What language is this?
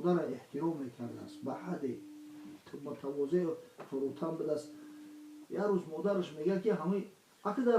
Tajik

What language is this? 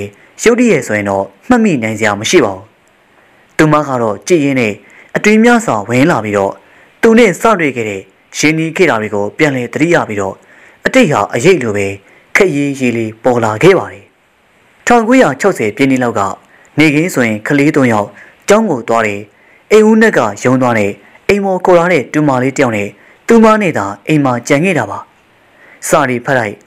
Burmese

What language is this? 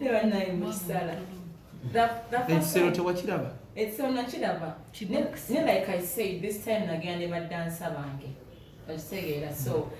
Ganda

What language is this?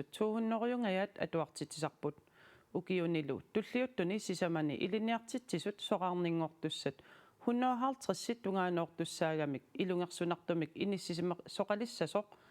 Kalaallisut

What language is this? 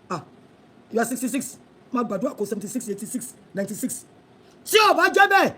Yoruba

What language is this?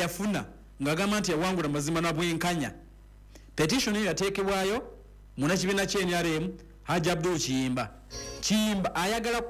Ganda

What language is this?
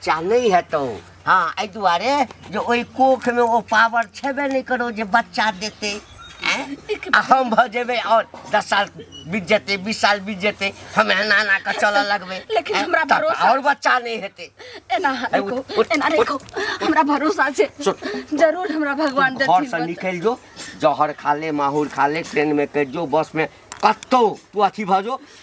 Maithili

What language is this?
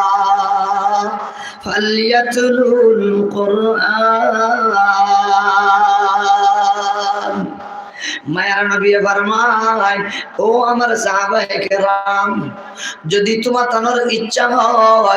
Sylheti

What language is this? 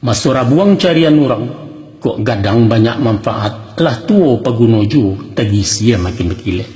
Minangkabau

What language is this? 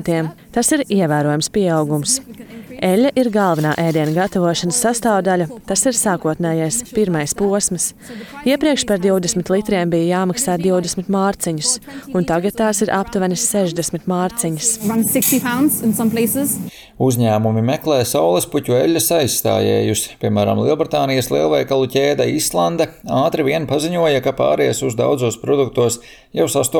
Latvian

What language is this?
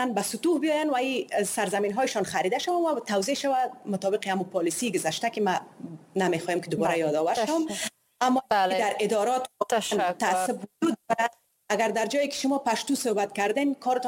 Persian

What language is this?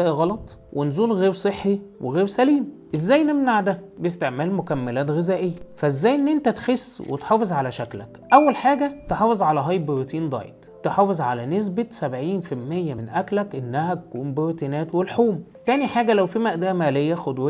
Egyptian Arabic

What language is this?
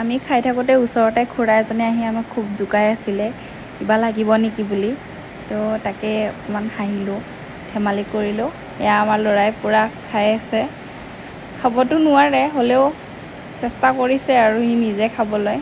Assamese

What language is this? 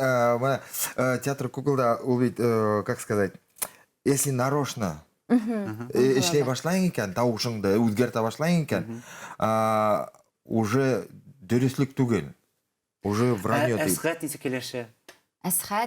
Bashkir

